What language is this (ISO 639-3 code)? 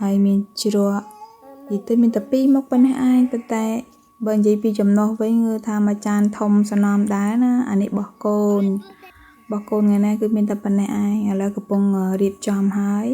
khm